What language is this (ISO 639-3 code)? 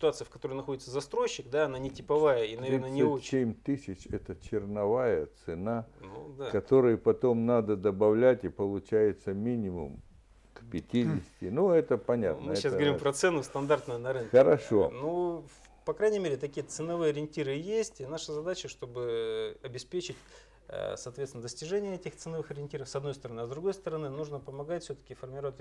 rus